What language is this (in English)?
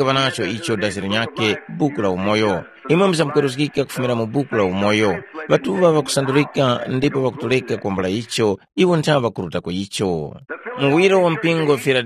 Tumbuka